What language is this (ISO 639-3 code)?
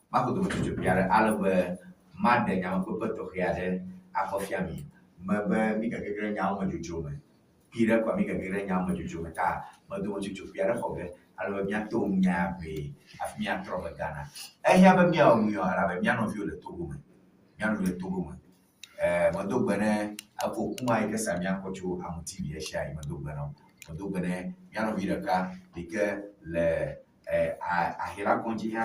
ewe